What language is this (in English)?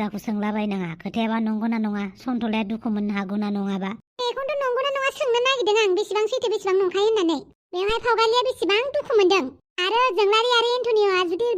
Bodo